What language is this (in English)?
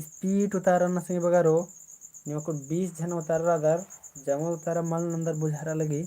Kurukh